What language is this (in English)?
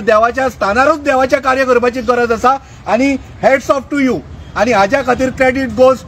Konkani